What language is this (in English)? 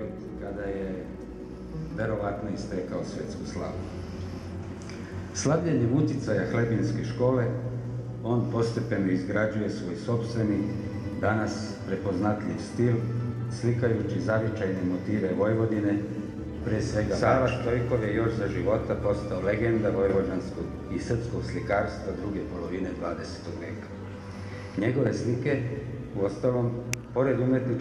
Serbian